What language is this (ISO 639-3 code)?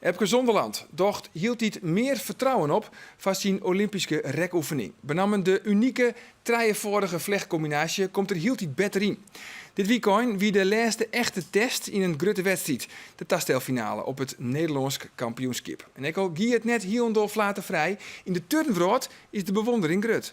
fry